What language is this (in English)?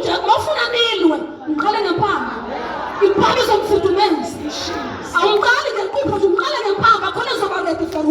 Zulu